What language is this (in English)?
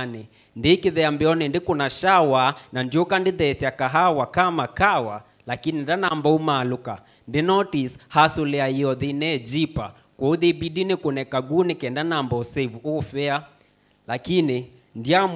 Kamba